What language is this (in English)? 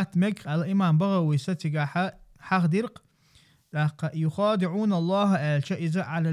Chechen